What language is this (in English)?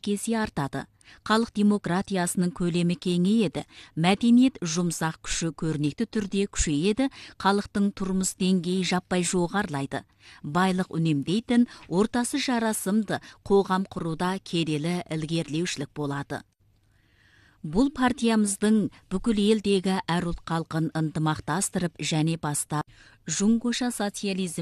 Kazakh